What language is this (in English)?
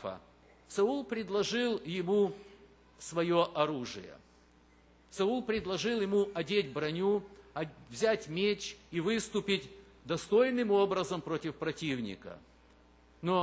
Russian